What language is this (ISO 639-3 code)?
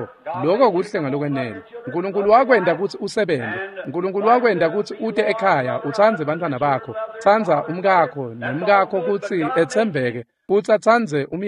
ssw